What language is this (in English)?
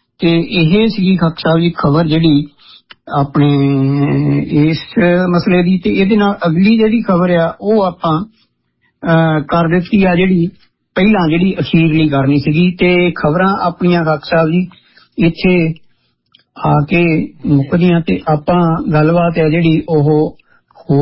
Punjabi